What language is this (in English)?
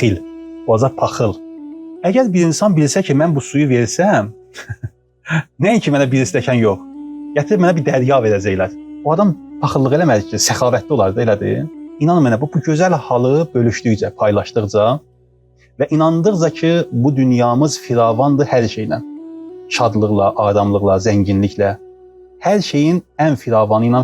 Azerbaijani